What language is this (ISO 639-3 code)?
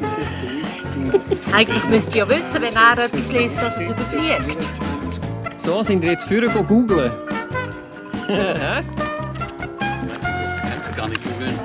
gsw